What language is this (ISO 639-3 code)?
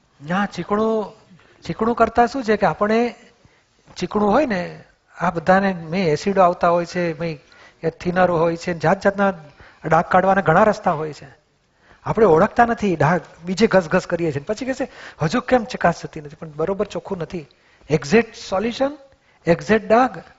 guj